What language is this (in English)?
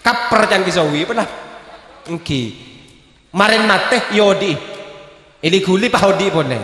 Madurese